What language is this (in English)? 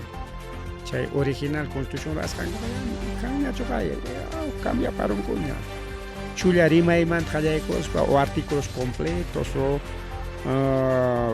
Ayacucho Quechua